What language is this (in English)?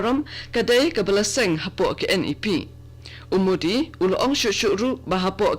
Khasi